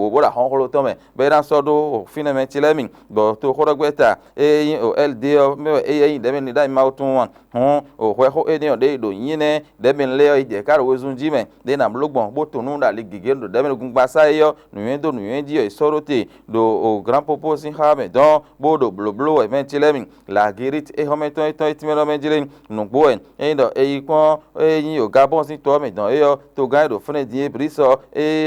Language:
Fon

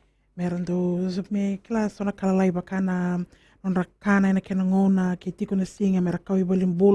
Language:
Fijian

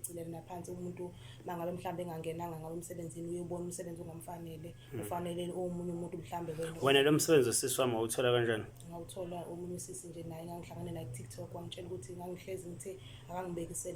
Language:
Zulu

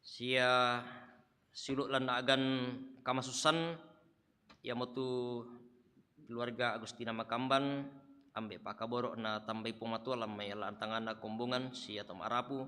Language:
Toraja-Sa'dan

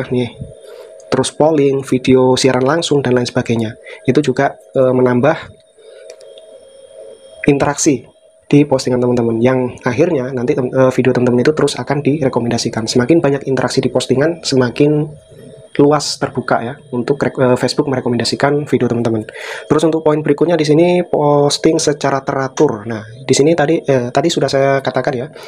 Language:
Indonesian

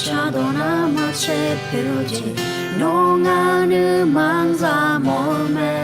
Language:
Akha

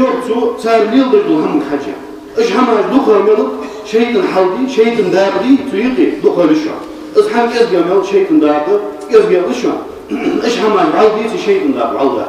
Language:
Ingush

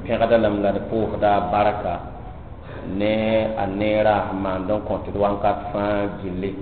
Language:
Mossi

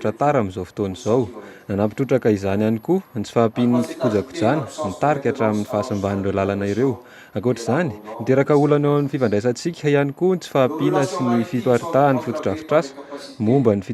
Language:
Malagasy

